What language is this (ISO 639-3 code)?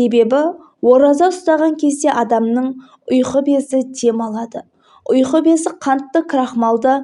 kaz